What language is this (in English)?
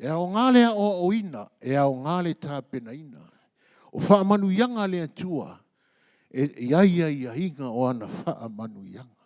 Samoan